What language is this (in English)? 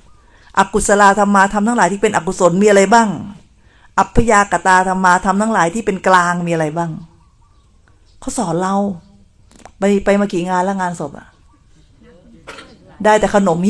Thai